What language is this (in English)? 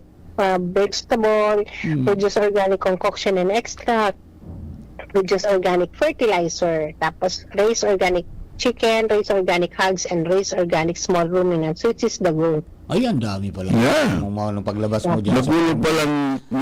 Bikol